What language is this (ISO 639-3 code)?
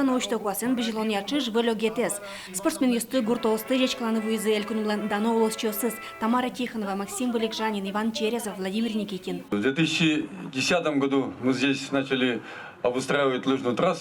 udm